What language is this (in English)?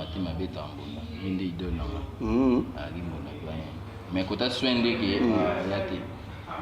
Lingala